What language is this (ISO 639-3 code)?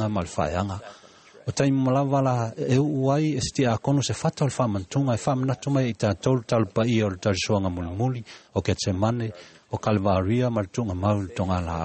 smo